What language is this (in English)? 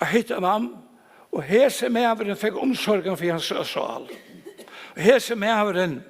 Faroese